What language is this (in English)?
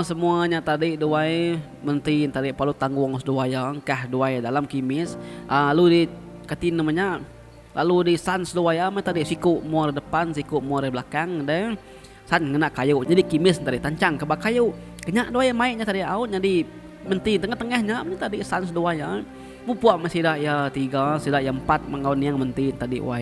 Iban